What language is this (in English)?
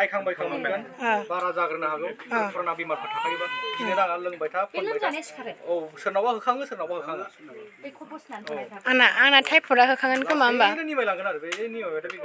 Bodo